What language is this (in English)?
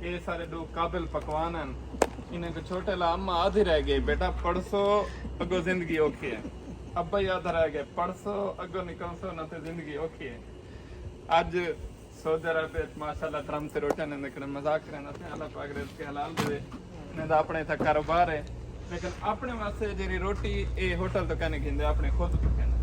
Saraiki